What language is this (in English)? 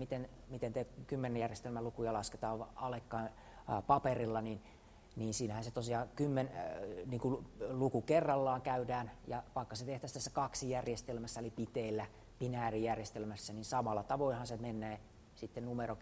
Finnish